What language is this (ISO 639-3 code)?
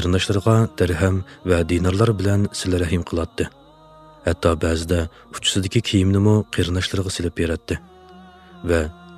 uig